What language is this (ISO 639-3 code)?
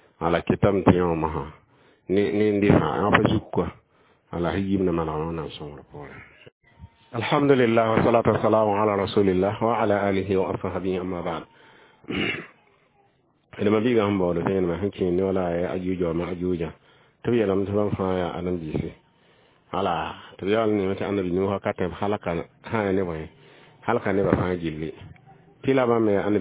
mos